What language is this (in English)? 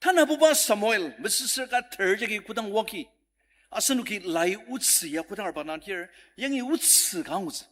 Ao Naga